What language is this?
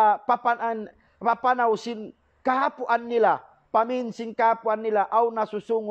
Tausug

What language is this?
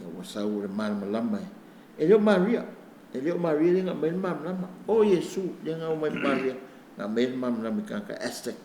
Samoan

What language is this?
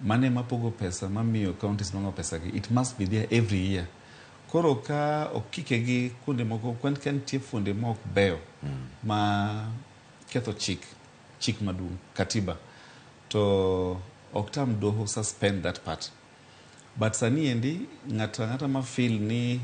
Luo (Kenya and Tanzania)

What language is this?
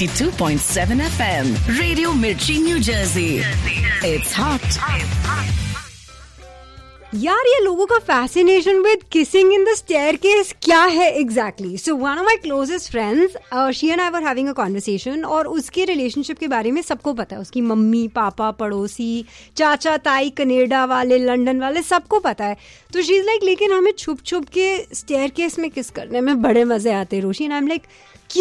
Hindi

